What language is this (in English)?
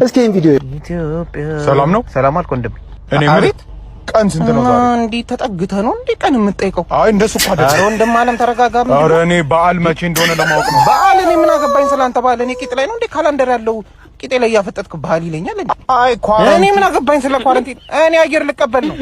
Amharic